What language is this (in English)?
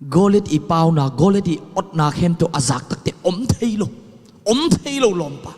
Tedim Chin